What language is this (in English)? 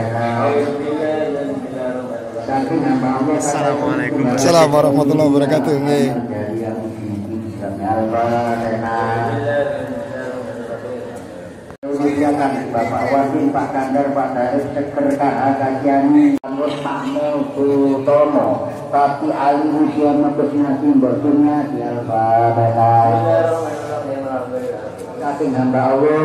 Indonesian